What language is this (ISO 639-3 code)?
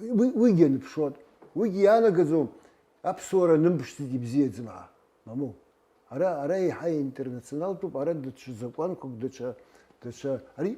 abk